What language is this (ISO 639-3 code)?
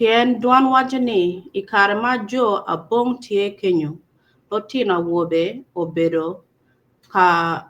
ach